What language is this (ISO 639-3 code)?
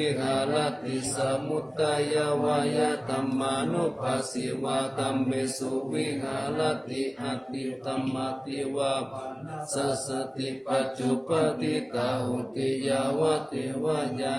pli